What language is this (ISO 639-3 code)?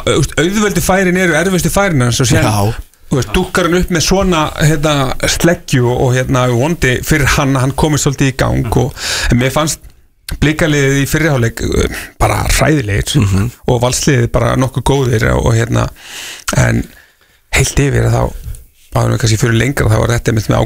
isl